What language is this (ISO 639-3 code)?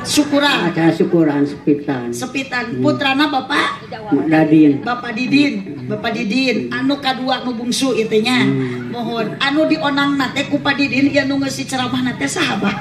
sun